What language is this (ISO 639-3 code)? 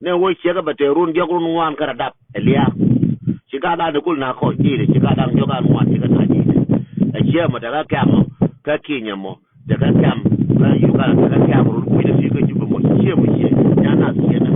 nus